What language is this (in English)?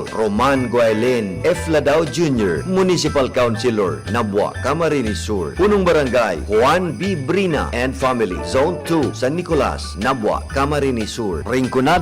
Bikol